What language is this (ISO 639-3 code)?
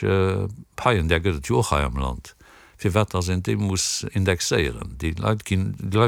ltz